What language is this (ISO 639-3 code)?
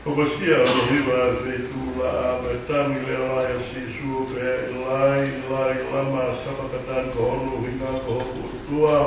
ton